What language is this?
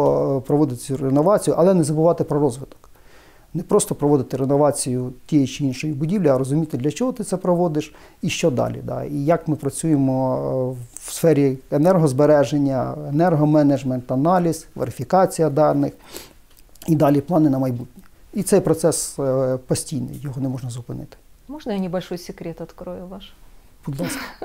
Ukrainian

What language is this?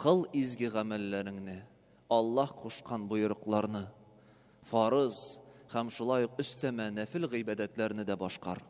Tatar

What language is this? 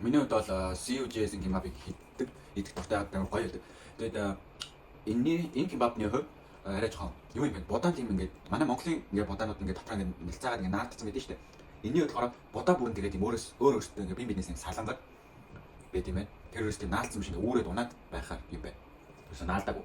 Mongolian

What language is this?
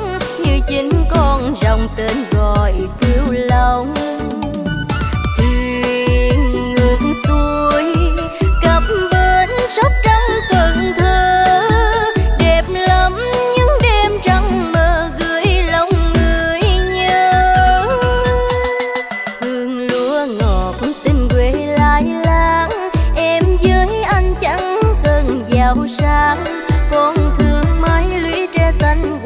Vietnamese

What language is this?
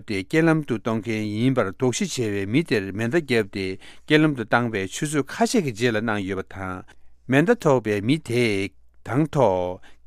Tibetan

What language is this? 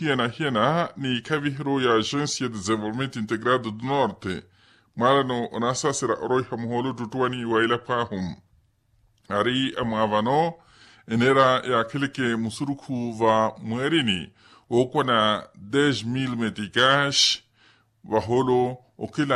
Makhuwa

